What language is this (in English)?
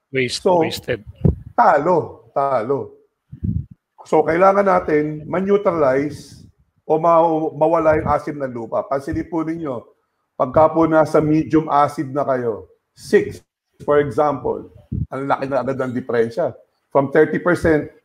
Filipino